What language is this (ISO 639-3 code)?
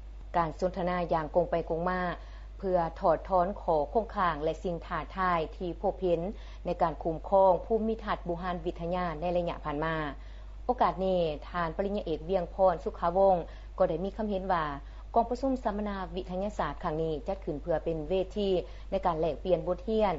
lao